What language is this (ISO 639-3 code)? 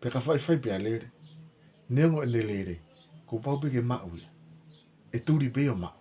ton